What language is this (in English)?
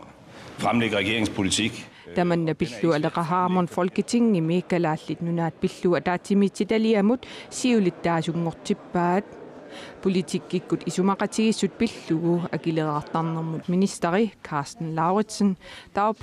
Kalaallisut